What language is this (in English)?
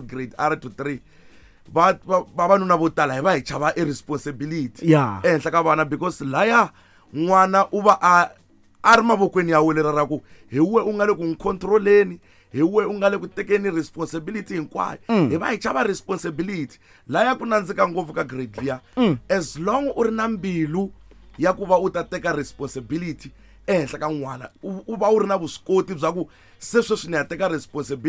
Tsonga